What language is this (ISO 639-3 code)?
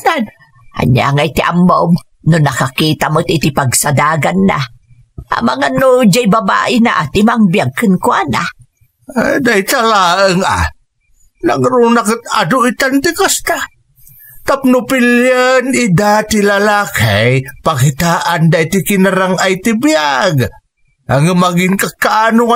ilo